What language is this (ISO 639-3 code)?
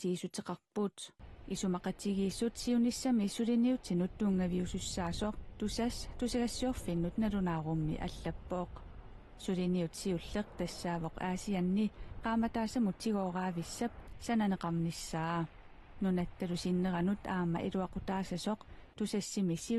kal